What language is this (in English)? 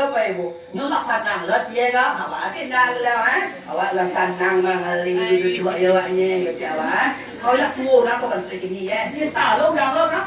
Minangkabau